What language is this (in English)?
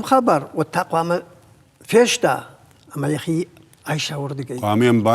Ossetic